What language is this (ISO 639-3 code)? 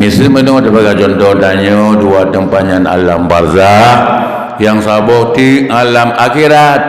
ace